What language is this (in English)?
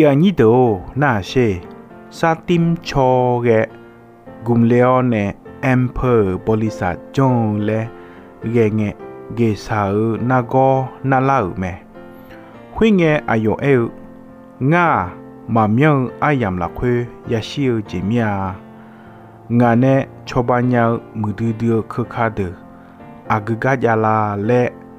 Akha